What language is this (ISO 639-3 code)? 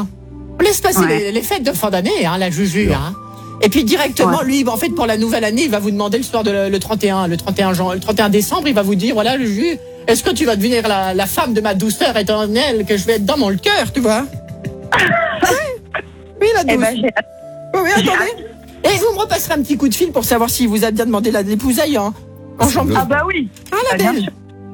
fra